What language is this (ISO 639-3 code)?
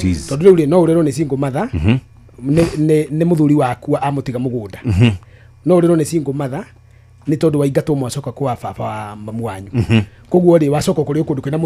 kik